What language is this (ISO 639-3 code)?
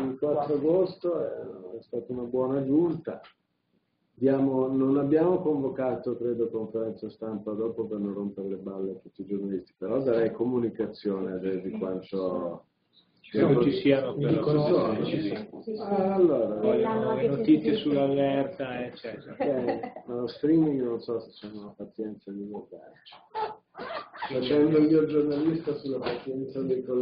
ita